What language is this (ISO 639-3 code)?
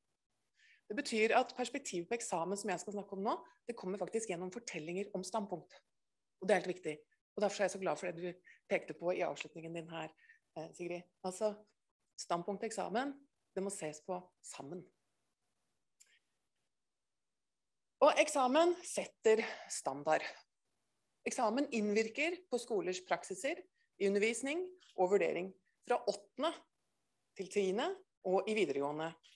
nor